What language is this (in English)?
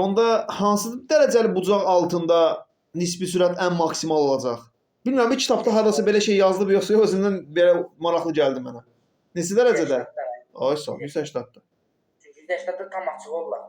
Azerbaijani